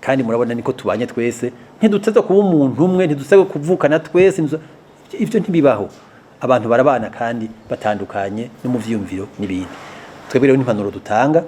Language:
Rundi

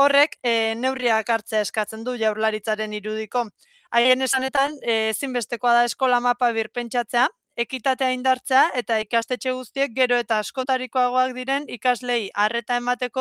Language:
Basque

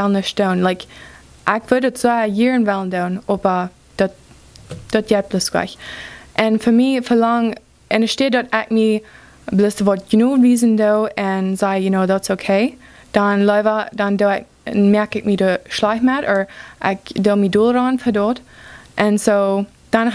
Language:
Plautdietsch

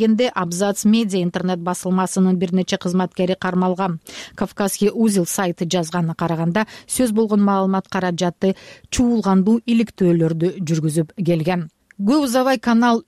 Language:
Kyrgyz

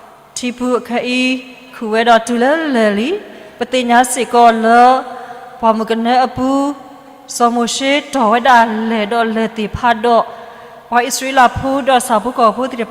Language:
S'gaw Karen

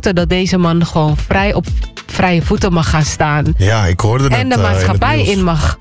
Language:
Dutch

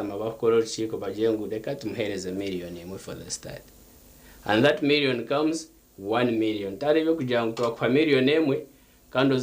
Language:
Nyankole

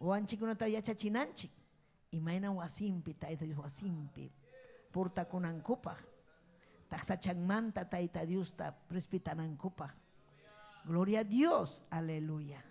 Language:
Ayacucho Quechua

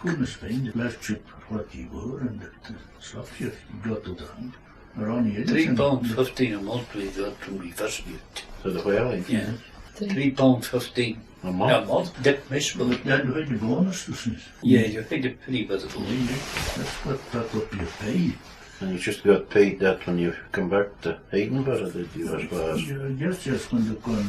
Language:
Scots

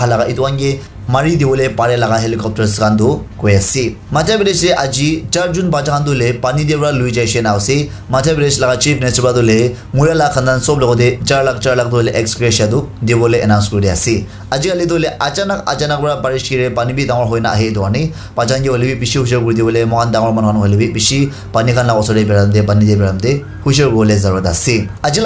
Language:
Naga Pidgin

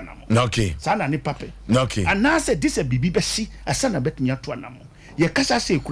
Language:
Akan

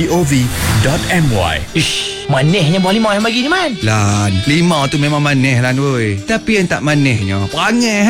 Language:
Malay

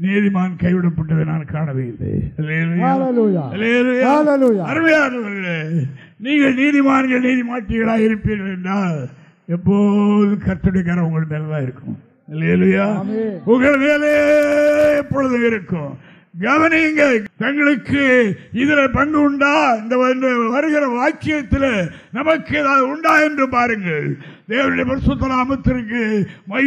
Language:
Tamil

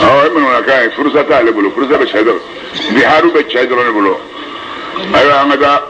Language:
Bambara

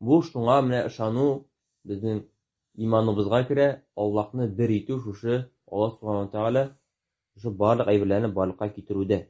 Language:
Tatar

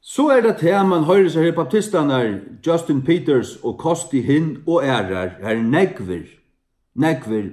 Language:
Faroese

